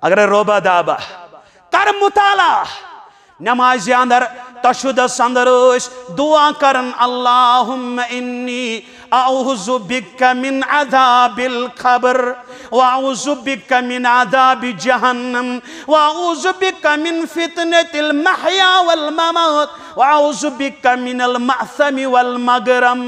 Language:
Kashmiri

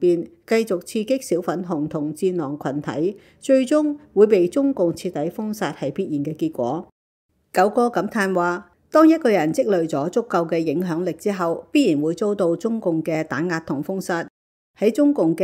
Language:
Cantonese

